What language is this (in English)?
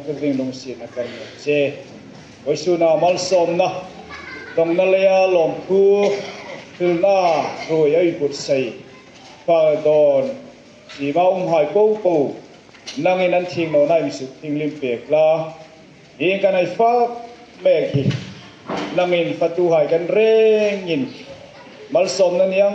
Hmar